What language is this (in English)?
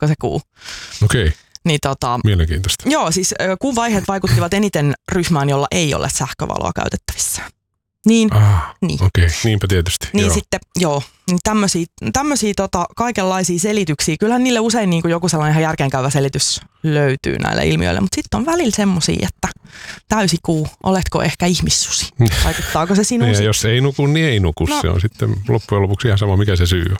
Finnish